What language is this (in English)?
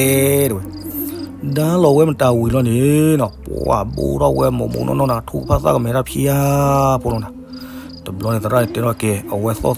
S'gaw Karen